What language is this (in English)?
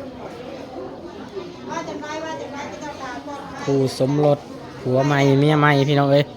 Lao